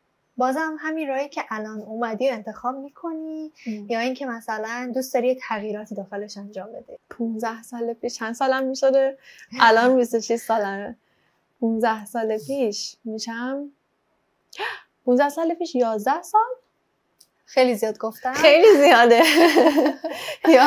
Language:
Persian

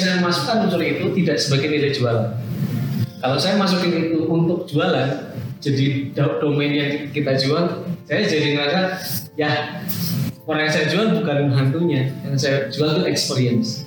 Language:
Indonesian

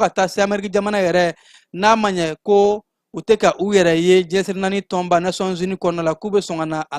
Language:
Bambara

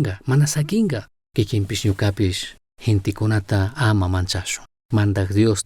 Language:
Chimborazo Highland Quichua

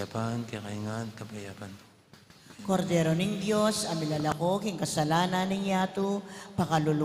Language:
Pampanga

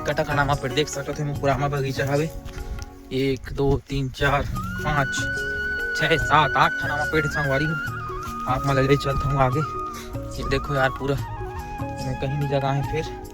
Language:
Chhattisgarhi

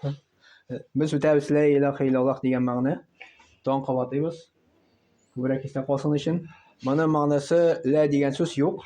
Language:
Tatar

